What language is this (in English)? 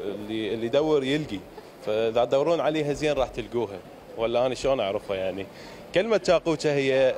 Mesopotamian Arabic